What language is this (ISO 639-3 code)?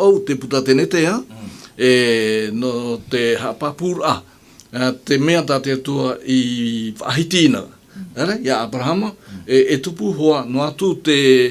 tah